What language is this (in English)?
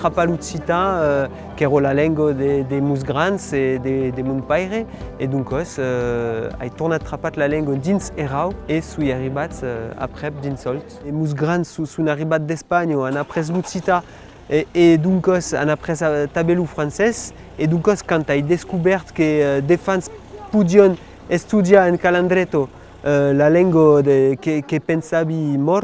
Occitan